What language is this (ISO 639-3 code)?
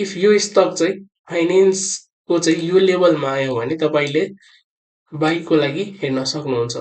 nep